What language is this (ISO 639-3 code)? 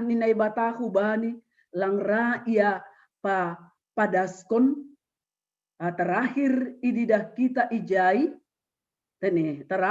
bts